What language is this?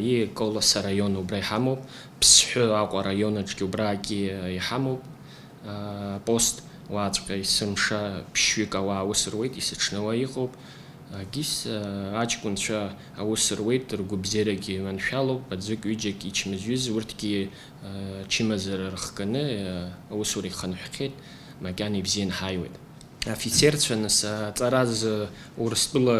Abkhazian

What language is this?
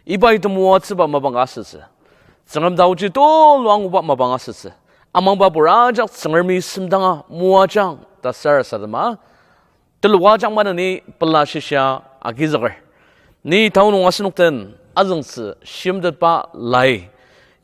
Ao Naga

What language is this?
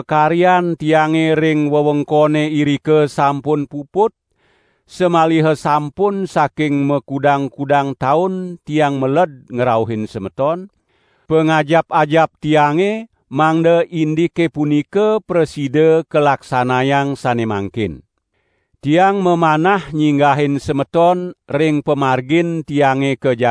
Balinese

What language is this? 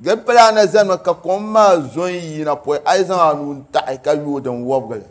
Dagbani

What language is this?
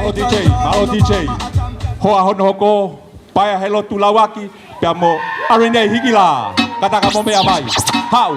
Tongan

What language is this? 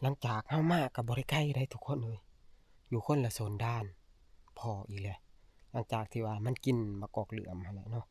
Northeastern Thai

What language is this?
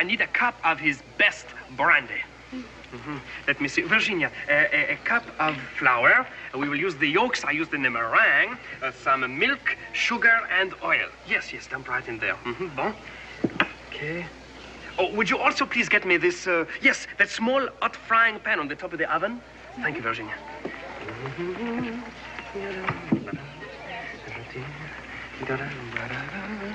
English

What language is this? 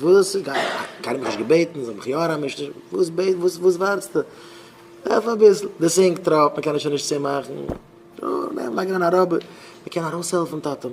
Yiddish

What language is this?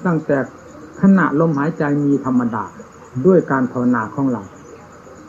Thai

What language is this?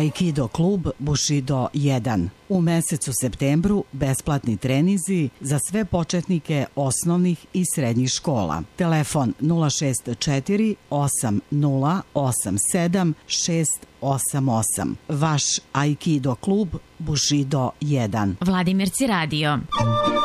Serbian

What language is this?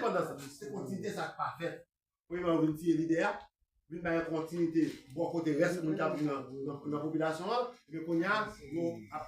Haitian Creole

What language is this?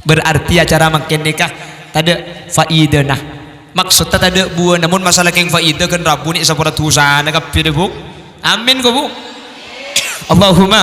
Madurese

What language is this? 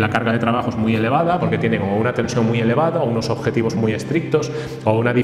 Spanish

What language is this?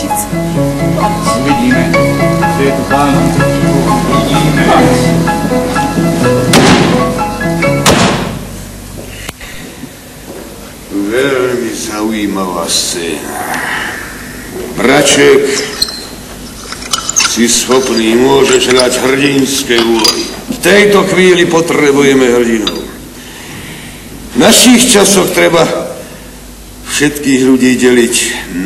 Slovak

